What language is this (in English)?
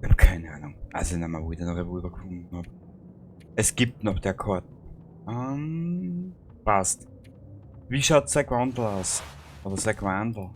Bavarian